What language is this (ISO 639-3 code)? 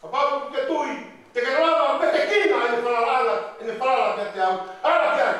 ton